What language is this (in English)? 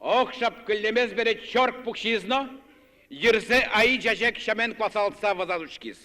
Udmurt